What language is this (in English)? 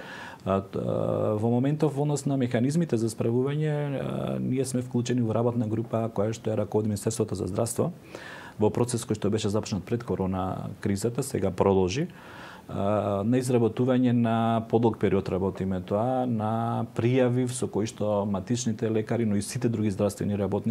Macedonian